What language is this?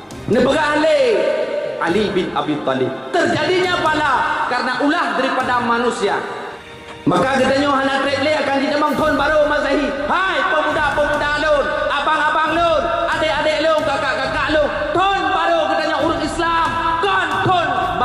Achinese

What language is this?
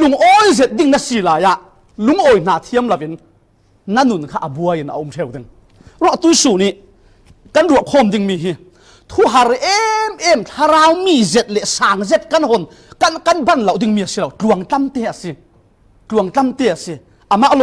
Falam Chin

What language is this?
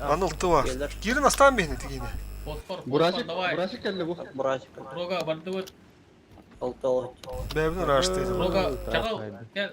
Yakut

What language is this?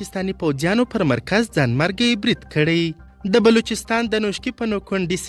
Pashto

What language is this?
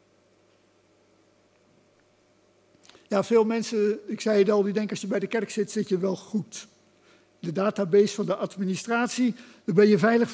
Dutch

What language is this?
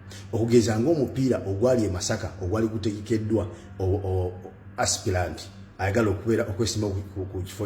Ganda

